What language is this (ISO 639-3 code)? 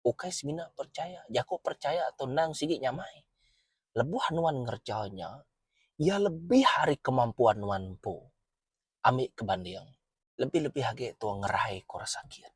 iba